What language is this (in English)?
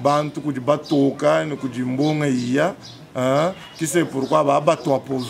Luba-Lulua